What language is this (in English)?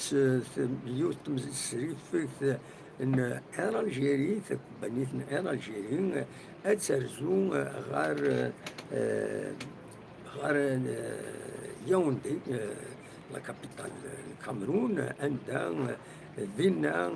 Kabyle